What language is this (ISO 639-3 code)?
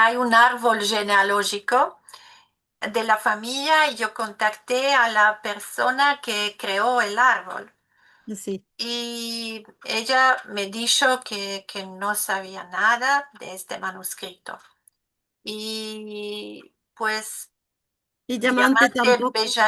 lad